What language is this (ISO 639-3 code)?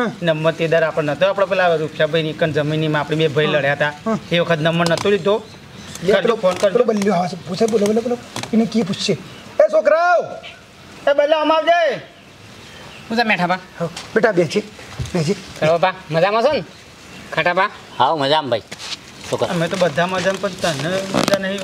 guj